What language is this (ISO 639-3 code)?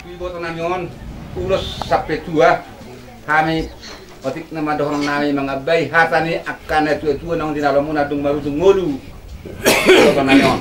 bbc